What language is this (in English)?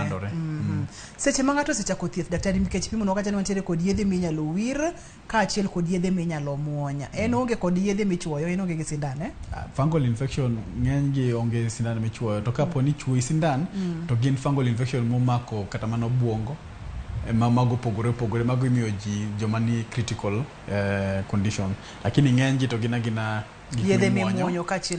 Luo (Kenya and Tanzania)